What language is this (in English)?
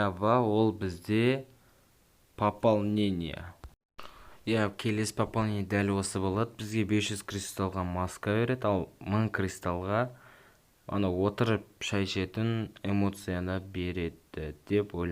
Kazakh